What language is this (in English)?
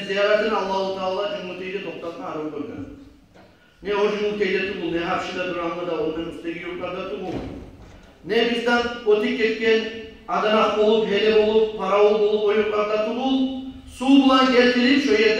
Kumyk